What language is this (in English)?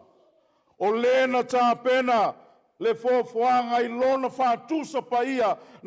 Samoan